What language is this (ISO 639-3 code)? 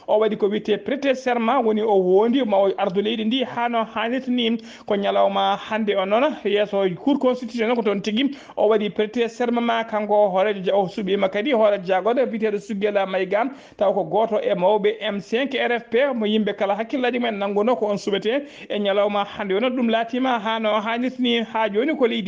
ful